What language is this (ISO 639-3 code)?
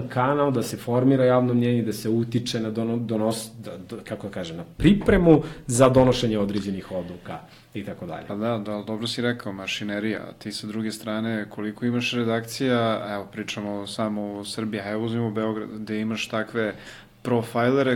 srp